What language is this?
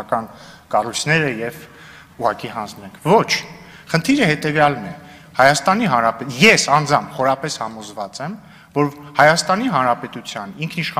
Armenian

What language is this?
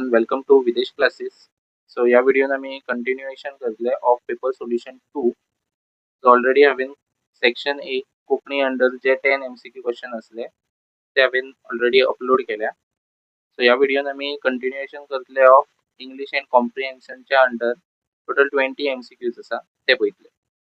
Konkani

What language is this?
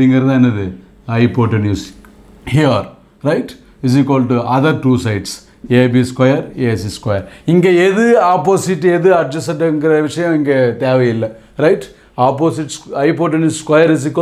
Tamil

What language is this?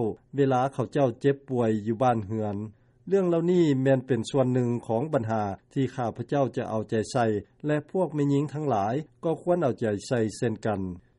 Lao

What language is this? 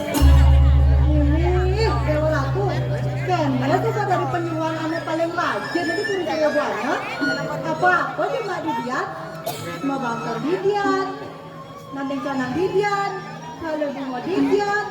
Balinese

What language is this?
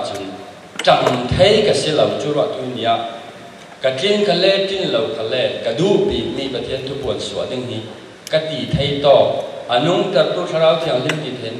Falam Chin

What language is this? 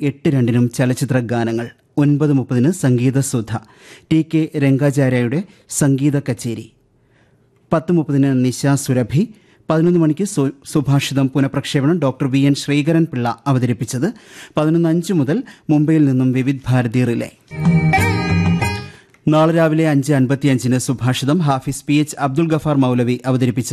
Malayalam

